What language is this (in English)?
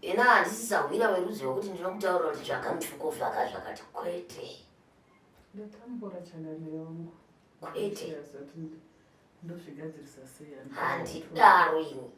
Shona